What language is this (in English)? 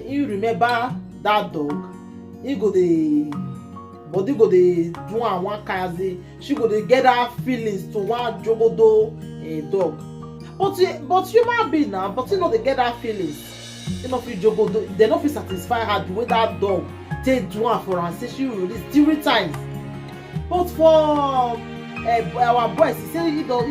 Nigerian Pidgin